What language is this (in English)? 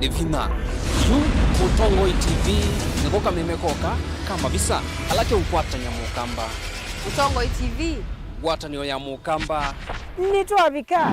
Kamba